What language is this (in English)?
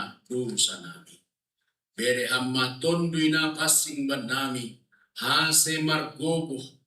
Batak Simalungun